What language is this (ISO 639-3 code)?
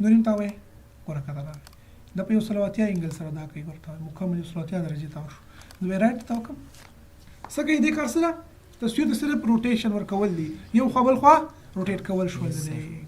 pus